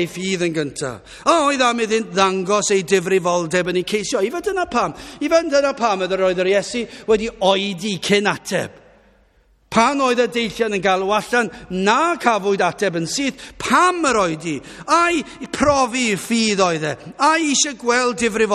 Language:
Welsh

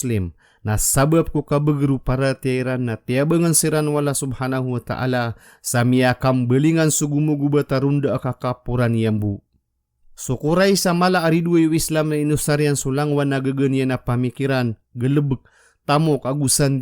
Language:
Maranao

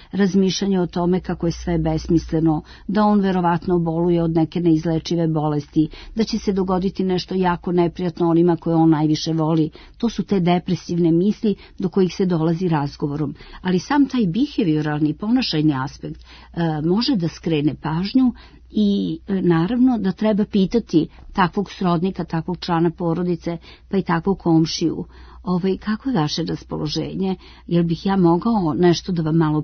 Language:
Serbian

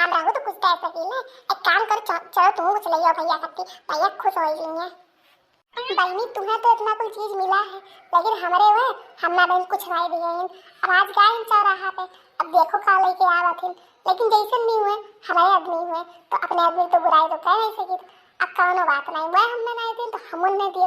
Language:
Awadhi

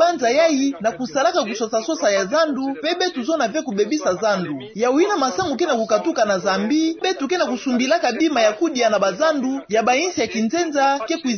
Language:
Kituba (Democratic Republic of Congo)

